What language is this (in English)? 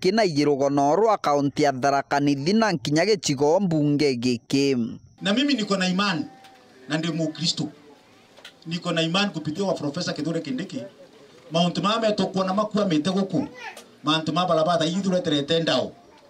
Meru